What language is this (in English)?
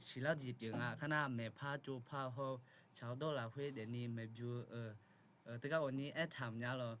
Akha